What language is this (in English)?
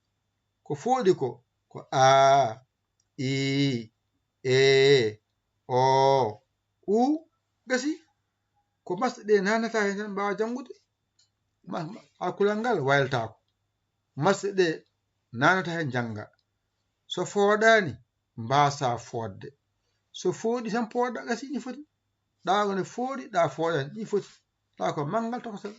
Fula